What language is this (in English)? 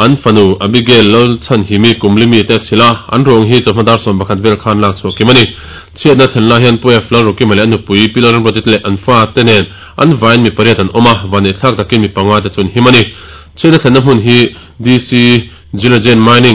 Mizo